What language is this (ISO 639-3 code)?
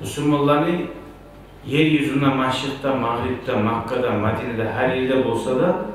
kum